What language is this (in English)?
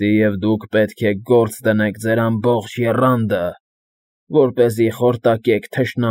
Armenian